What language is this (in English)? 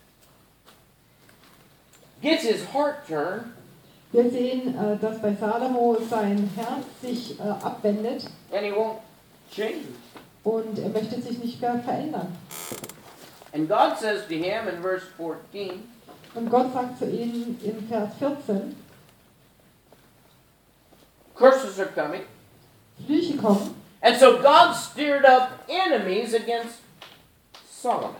German